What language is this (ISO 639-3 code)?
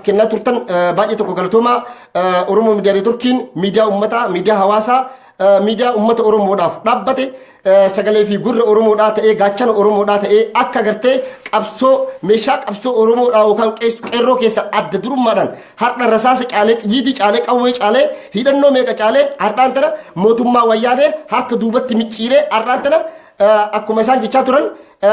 orm